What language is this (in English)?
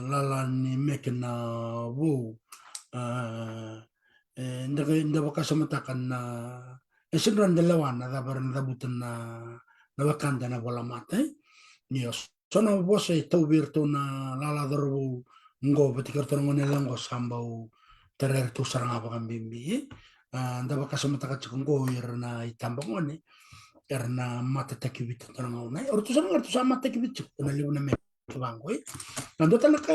Fijian